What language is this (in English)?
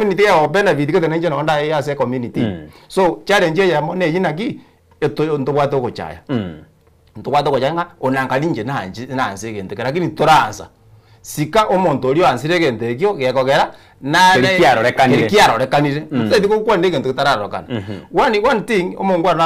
Gusii